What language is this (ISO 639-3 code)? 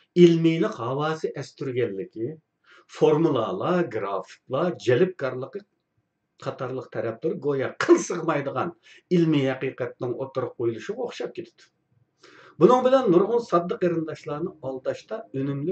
uig